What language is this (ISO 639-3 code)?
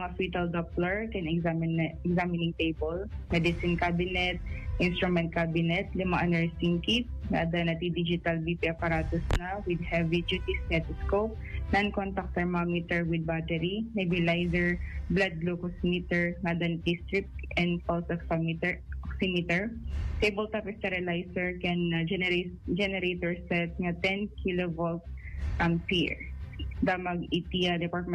ilo